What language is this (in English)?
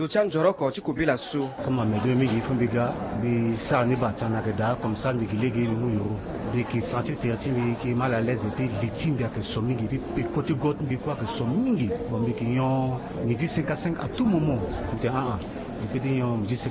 Sango